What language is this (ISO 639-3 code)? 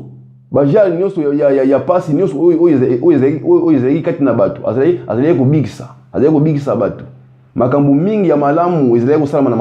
lin